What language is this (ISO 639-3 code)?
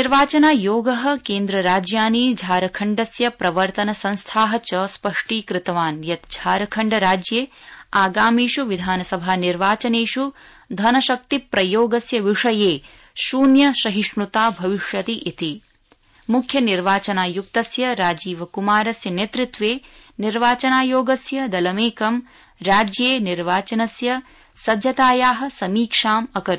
san